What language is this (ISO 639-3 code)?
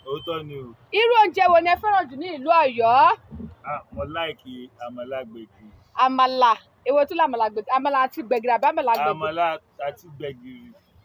yor